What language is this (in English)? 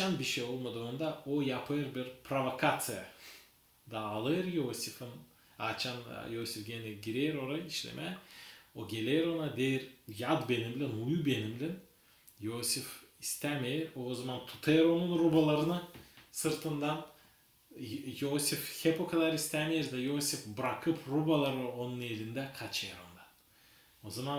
Gagauz